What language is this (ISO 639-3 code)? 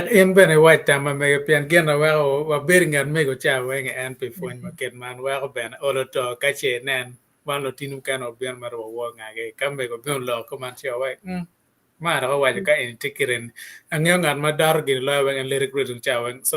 ach